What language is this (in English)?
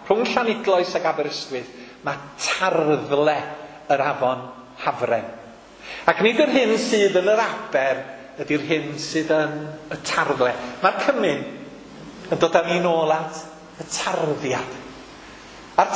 Welsh